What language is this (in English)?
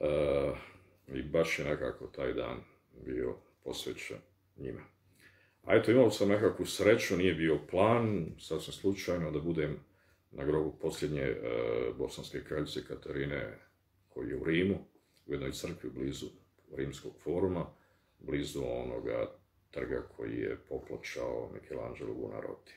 Bosnian